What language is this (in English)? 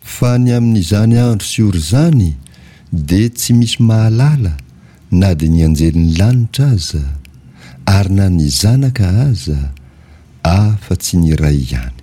Malagasy